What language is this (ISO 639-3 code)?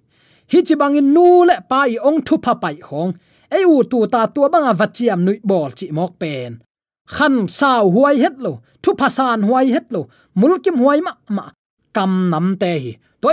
ctd